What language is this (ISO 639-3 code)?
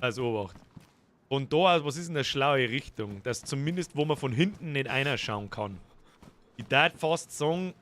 bar